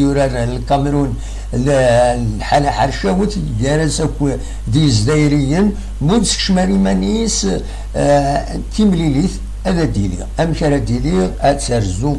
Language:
Kabyle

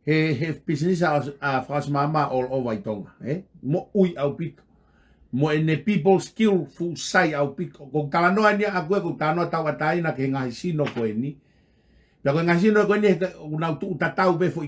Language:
Tongan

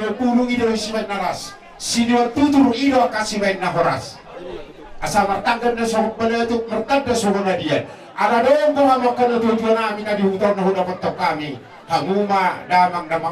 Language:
Batak Toba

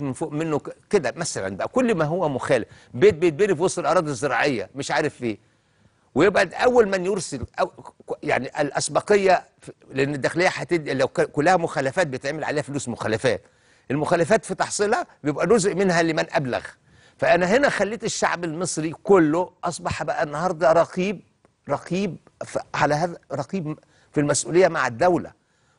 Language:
Egyptian Arabic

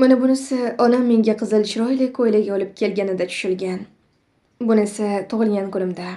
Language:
Uzbek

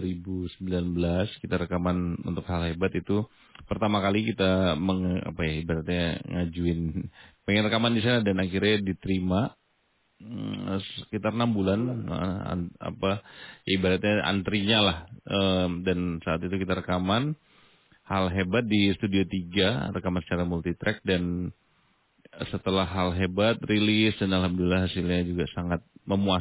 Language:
Indonesian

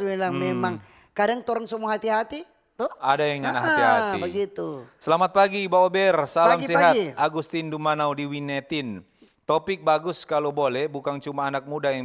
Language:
Manado Malay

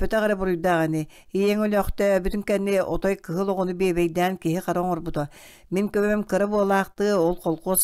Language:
Yakut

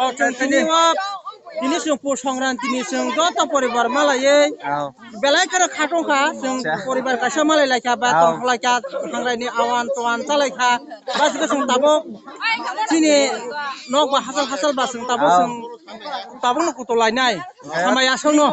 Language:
Kok Borok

